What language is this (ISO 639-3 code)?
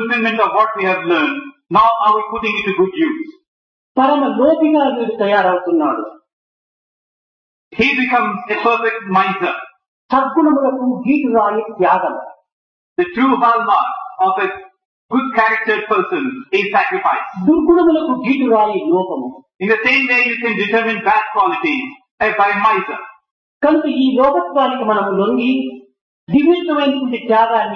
tel